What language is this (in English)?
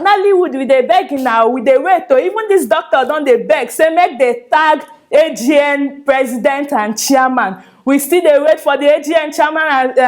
Nigerian Pidgin